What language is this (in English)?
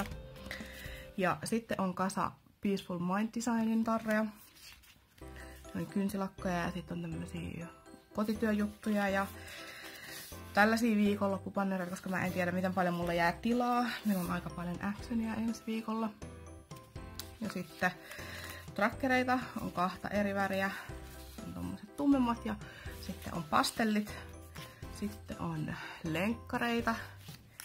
Finnish